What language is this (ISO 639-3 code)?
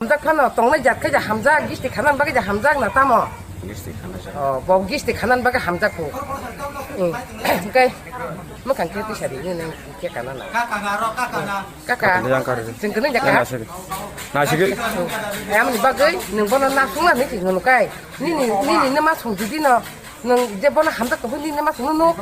trp